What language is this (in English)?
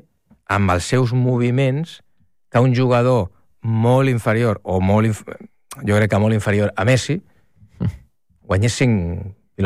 Catalan